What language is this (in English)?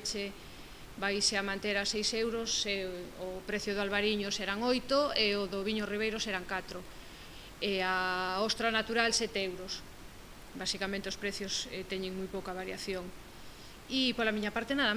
Galician